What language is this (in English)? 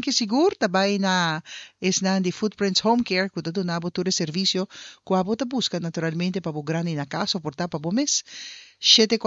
Papiamento